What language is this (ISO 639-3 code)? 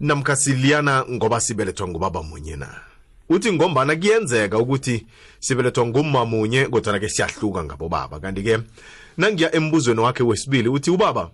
nbl